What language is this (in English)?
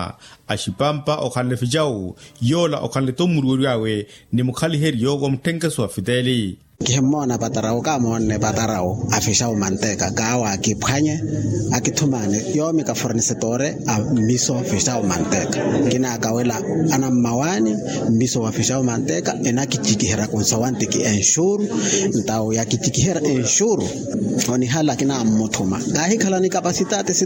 Makhuwa